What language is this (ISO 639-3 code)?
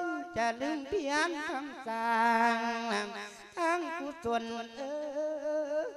lao